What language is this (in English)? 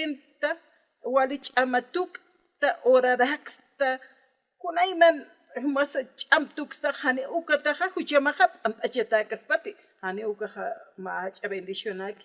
Aymara